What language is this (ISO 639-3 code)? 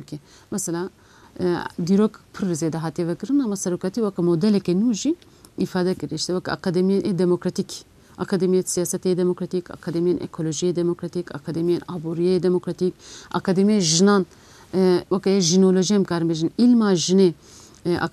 kur